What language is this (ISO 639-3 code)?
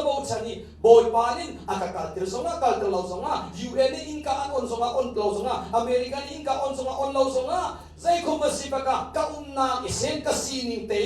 cnh